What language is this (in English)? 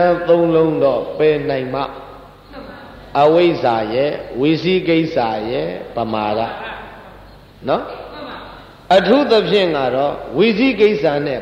Burmese